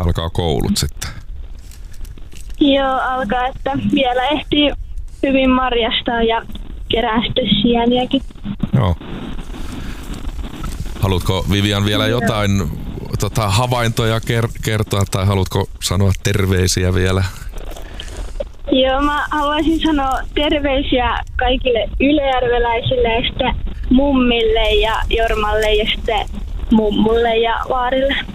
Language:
Finnish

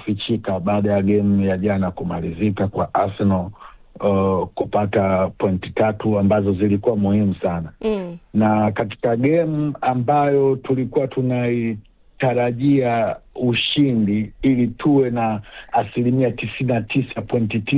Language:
Swahili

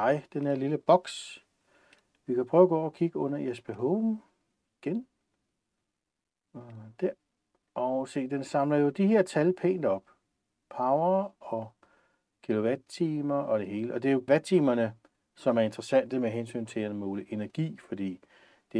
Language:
Danish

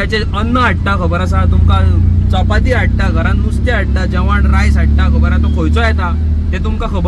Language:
Konkani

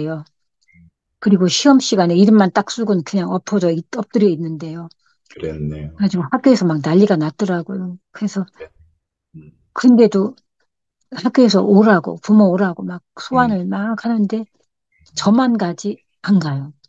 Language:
Korean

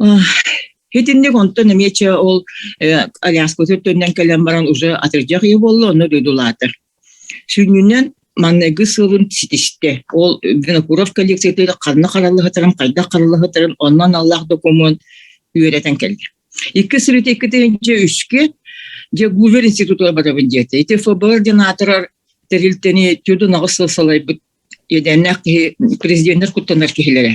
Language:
Yakut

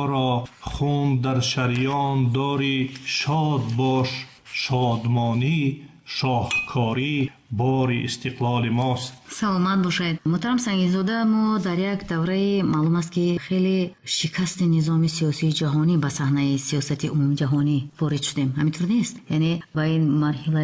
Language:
Tajik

